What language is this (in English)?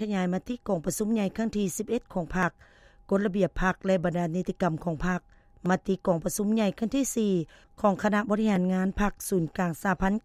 Lao